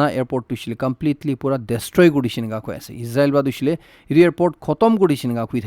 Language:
Naga Pidgin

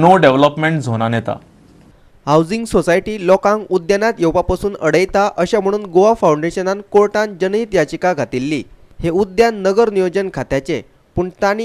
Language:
Konkani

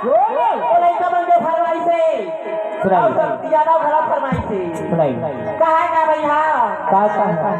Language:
Chhattisgarhi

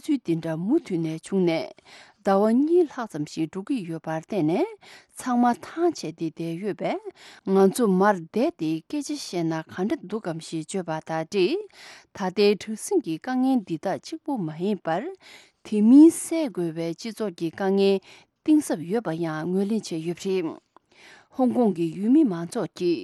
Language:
Tibetan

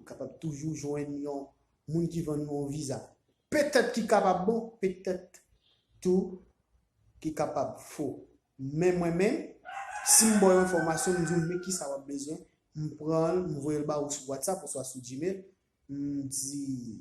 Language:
Haitian Creole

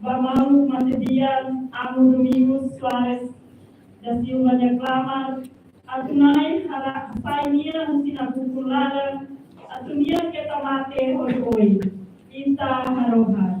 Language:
Tetum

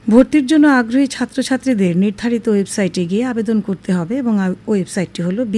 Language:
Bangla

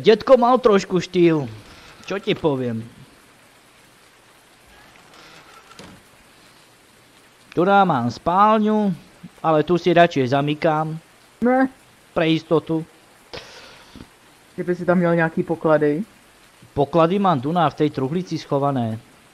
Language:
Slovak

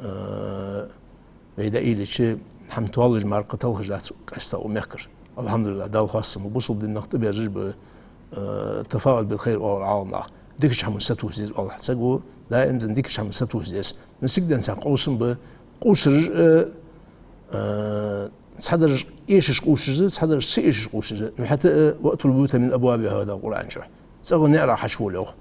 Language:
Ingush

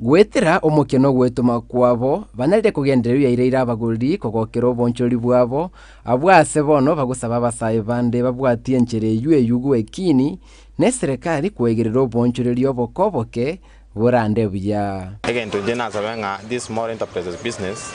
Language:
Gusii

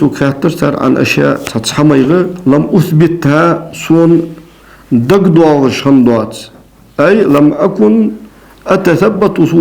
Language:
Ingush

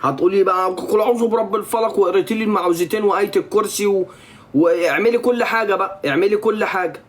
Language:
Egyptian Arabic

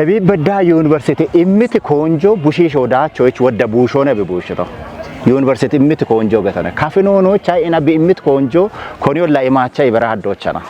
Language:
Kafa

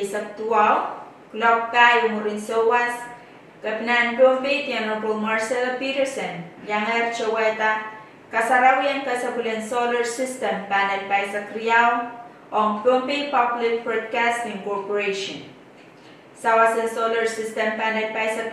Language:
Pohnpeian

